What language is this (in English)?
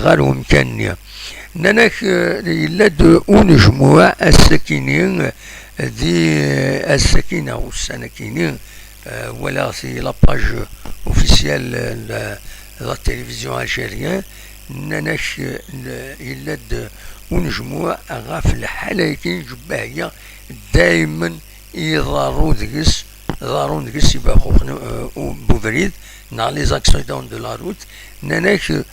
Kabyle